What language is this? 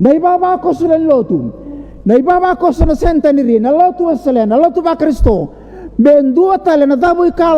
Fijian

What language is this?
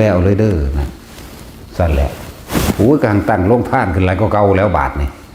Northeastern Thai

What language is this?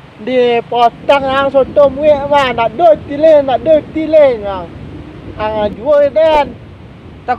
Minangkabau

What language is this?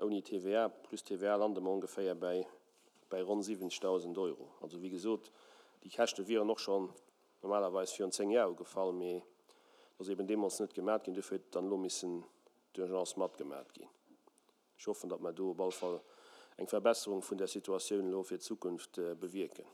Luxembourgish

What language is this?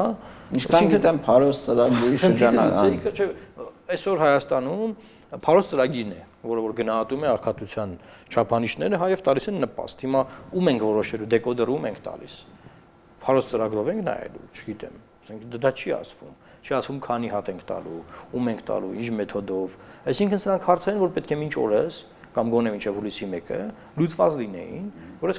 Armenian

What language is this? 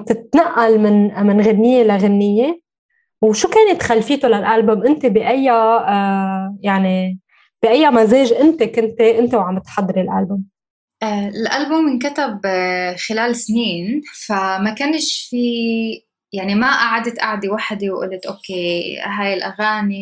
North Levantine Arabic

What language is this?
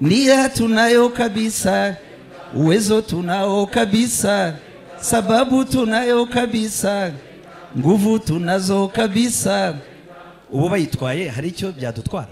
Kinyarwanda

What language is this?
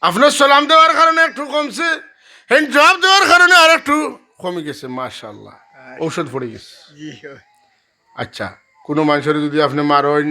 Sylheti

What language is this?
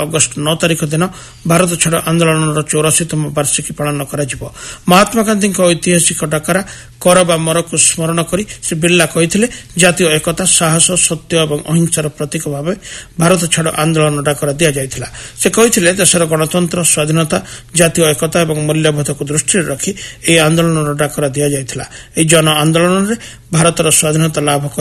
Odia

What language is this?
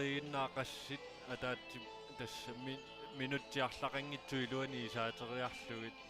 Kalaallisut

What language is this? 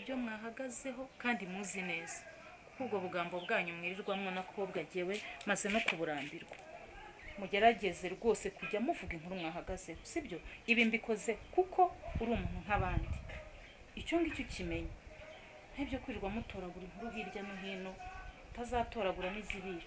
Kinyarwanda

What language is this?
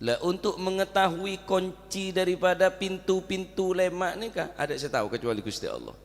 Madurese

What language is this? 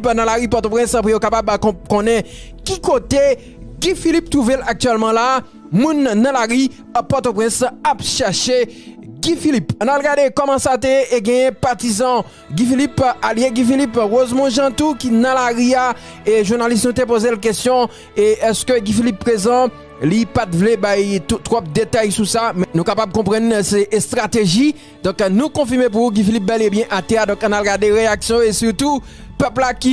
Haitian Creole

